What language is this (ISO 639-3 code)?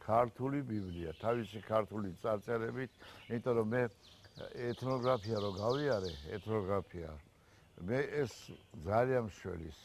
kat